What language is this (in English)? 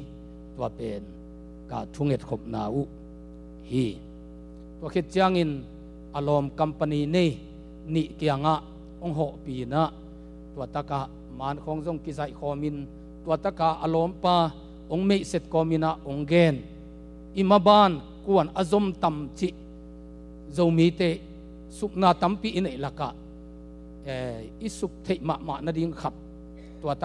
Tedim Chin